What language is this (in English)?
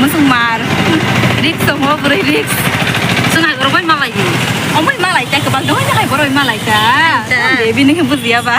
Kok Borok